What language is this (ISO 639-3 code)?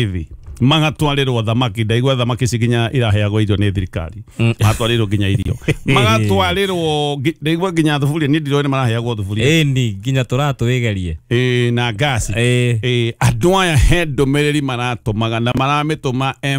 kik